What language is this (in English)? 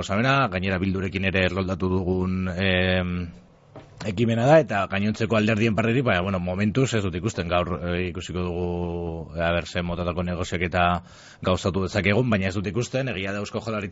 Basque